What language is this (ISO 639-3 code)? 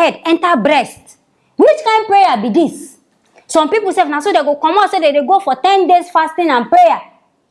pcm